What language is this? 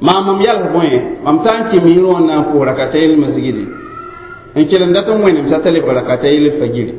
Mossi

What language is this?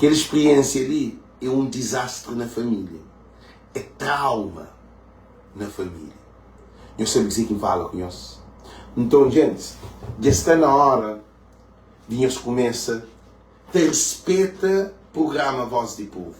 Kabuverdianu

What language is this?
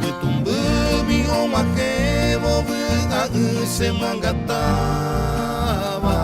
Guarani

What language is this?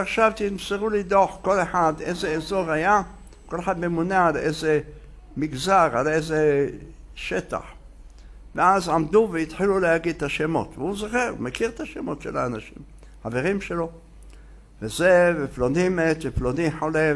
Hebrew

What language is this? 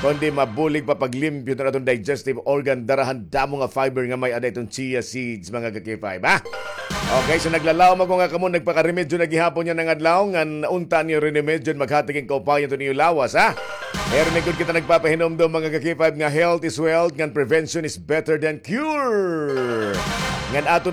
Waray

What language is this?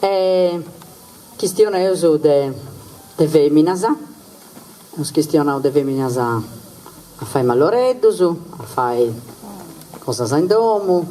Sardinian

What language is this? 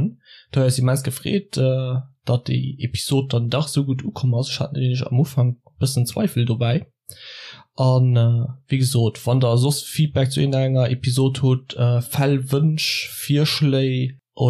Luxembourgish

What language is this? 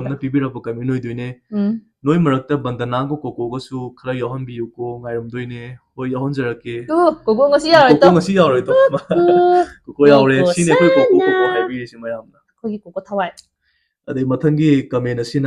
Manipuri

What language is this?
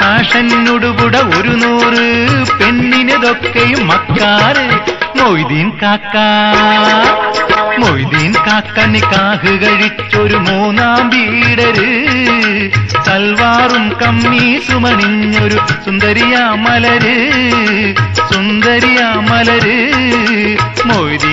Malayalam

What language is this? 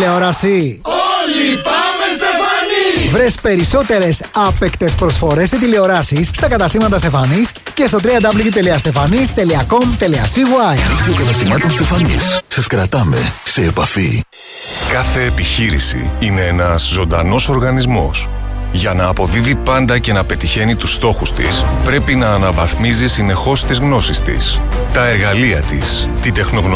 Greek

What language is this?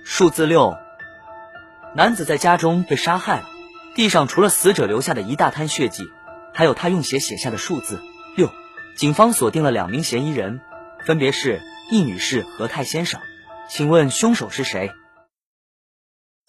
Chinese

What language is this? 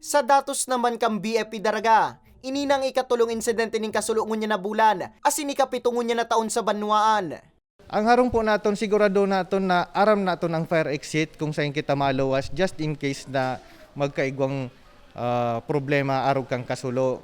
Bikol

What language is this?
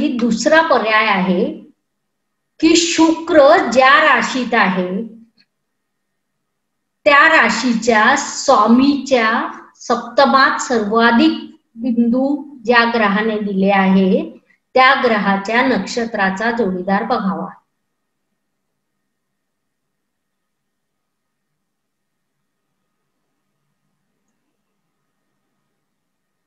Marathi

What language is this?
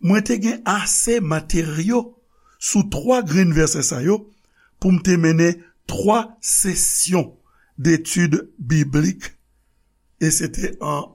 Haitian Creole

